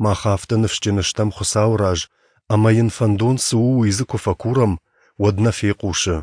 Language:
Ossetic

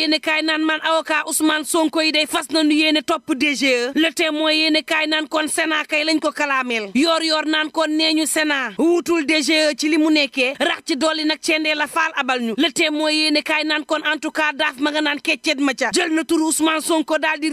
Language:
Wolof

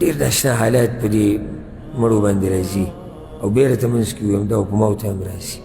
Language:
Pashto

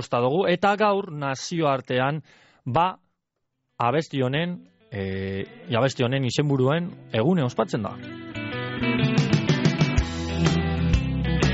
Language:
Basque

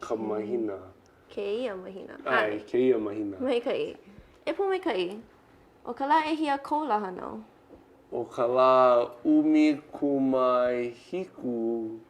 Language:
Hawaiian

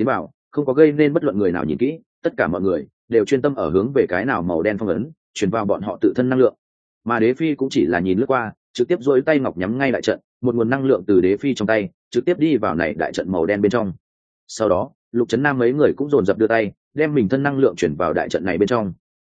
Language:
Vietnamese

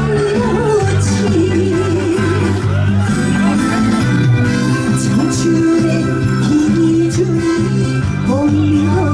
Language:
Korean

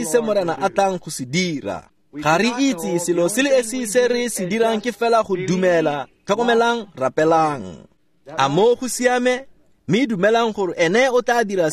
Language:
Tswana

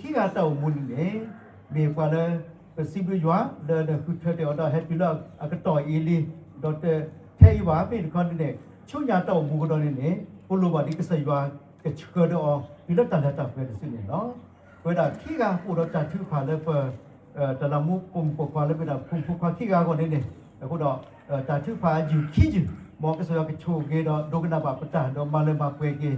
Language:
S'gaw Karen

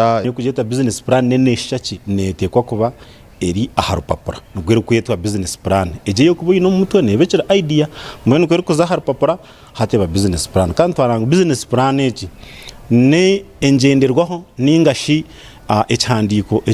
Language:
Nyankole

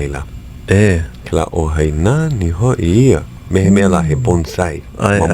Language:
Hawaiian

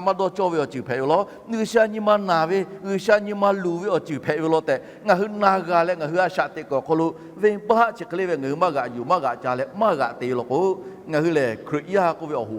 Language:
Lahu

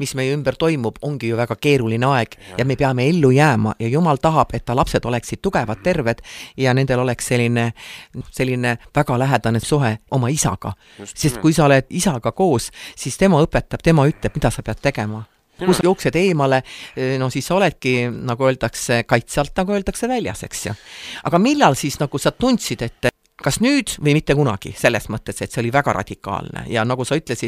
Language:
Estonian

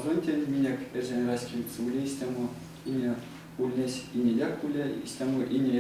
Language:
Erzya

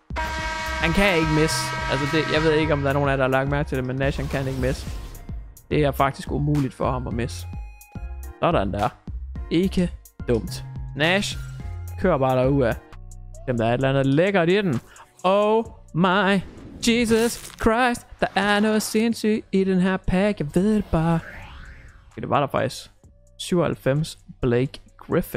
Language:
Danish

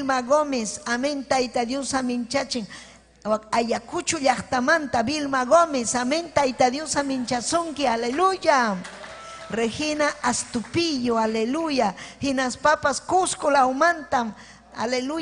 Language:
Ayacucho Quechua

